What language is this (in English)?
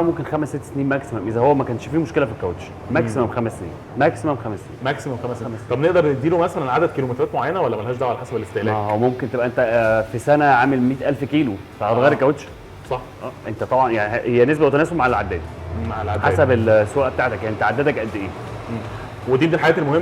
Egyptian Arabic